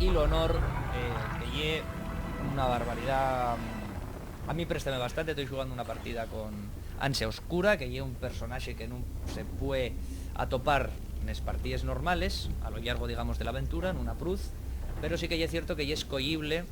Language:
Asturian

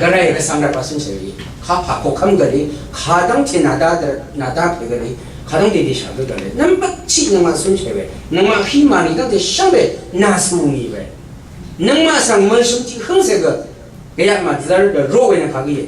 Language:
Rawang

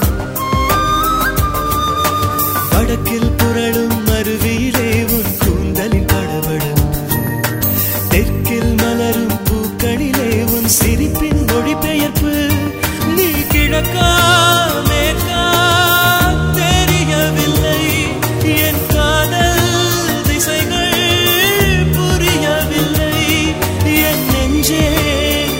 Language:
Tamil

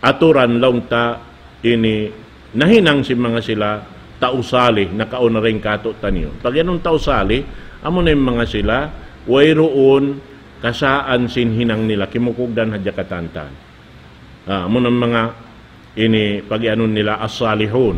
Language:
Tausug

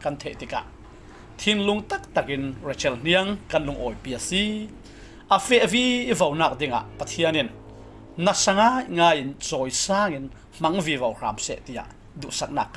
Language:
Falam Chin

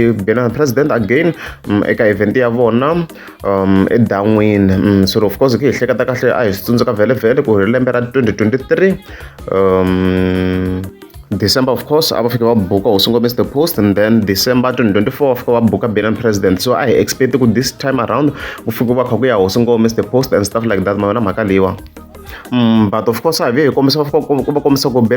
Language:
Tsonga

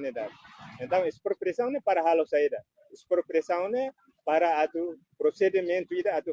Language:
Tetum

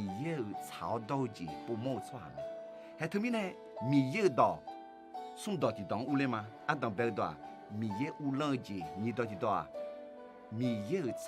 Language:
Akha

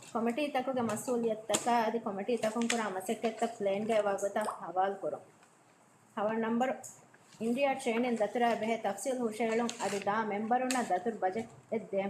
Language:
Divehi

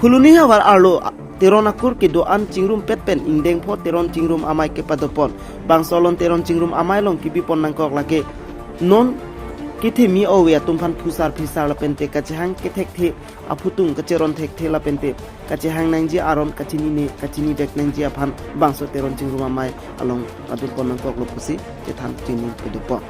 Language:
Karbi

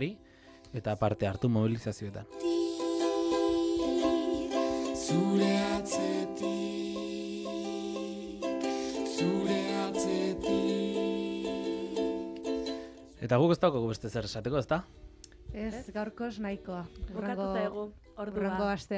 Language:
Basque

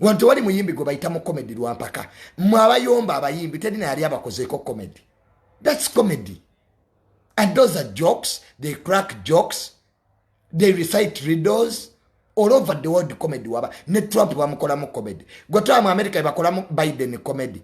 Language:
Ganda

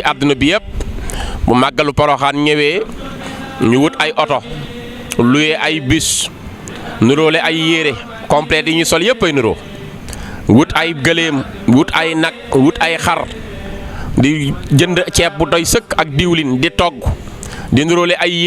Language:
Wolof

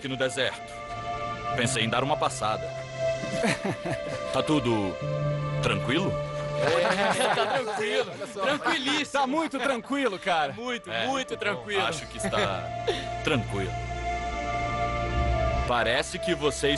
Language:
Portuguese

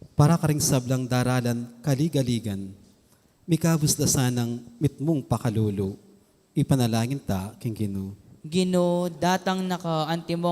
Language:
Pampanga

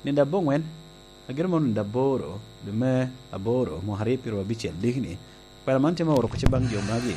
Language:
Lango (Uganda)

